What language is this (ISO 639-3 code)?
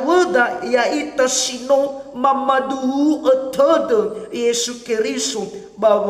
nia